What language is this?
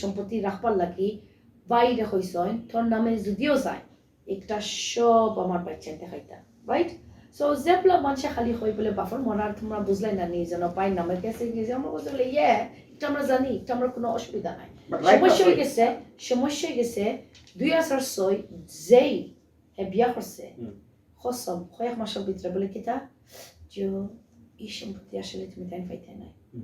Sylheti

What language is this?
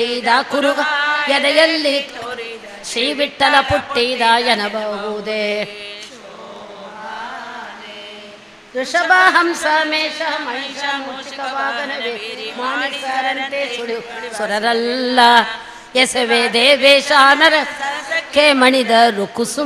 Kannada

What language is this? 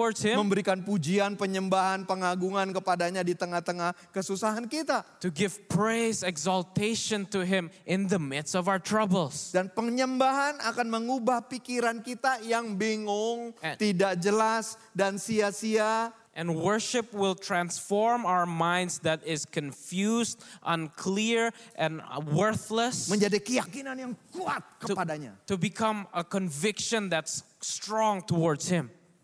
Indonesian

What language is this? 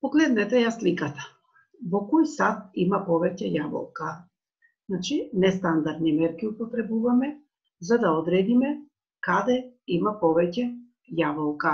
Macedonian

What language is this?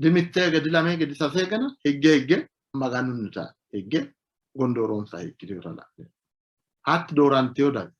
Sidamo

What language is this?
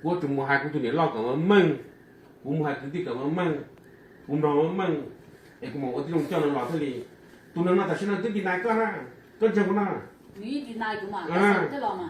Hmong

